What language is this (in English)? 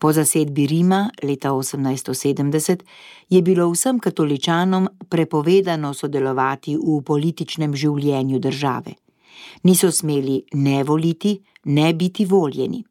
Slovenian